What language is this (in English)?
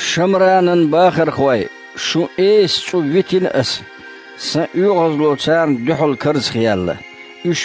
Chechen